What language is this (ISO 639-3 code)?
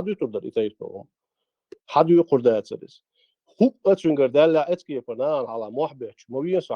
che